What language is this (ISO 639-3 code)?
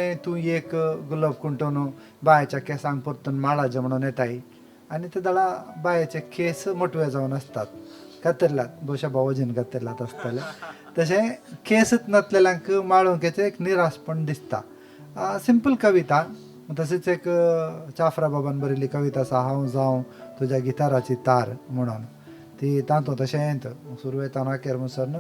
kok